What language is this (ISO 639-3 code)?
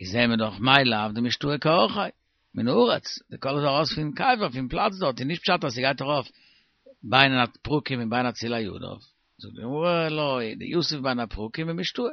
yid